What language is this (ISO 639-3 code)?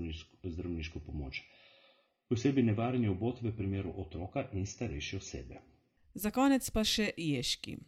slv